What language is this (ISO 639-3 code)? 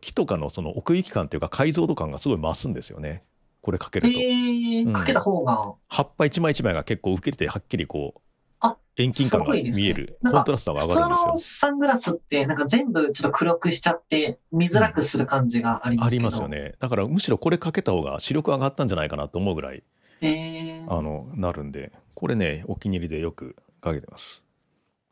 jpn